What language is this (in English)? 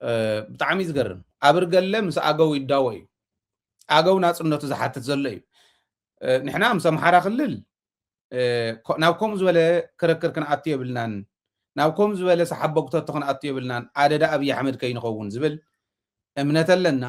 Tigrinya